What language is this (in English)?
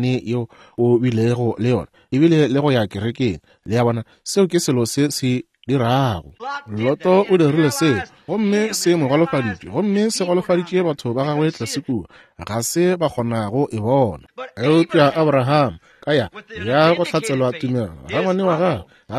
Northern Sotho